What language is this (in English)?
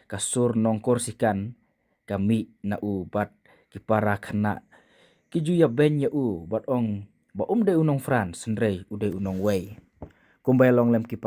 Khasi